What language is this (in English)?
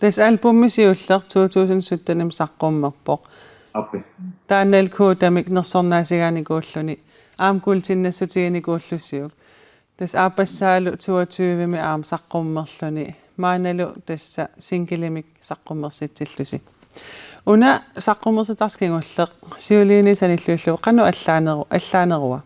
Kalaallisut